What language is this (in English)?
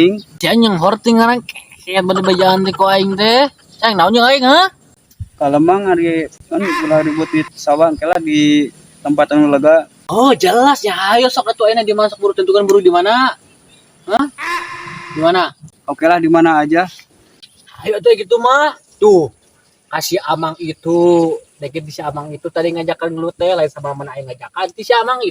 Sundanese